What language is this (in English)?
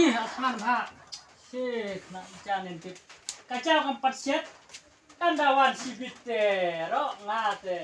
Khasi